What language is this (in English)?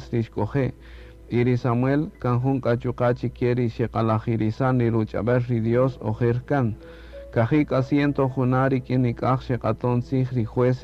Kaqchikel